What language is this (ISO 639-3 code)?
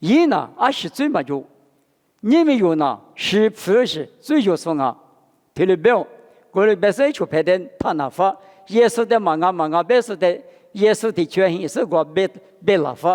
lis